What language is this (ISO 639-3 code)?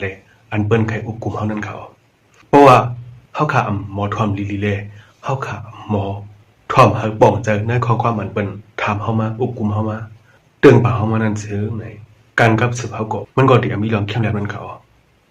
shn